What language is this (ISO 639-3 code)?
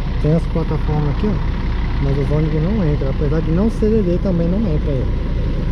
por